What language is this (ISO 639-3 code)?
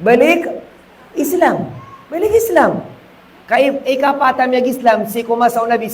mrw